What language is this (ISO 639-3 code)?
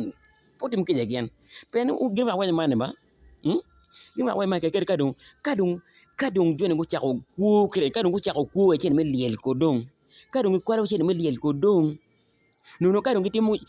ach